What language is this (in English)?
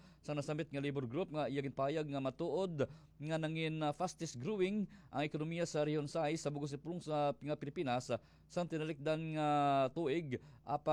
Hiligaynon